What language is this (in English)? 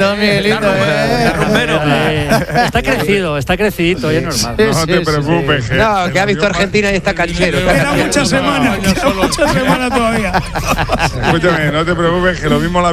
Spanish